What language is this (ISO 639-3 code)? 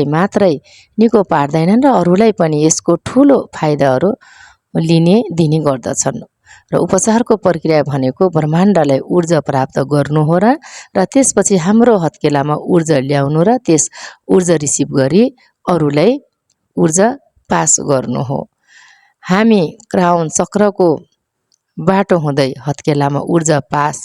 nep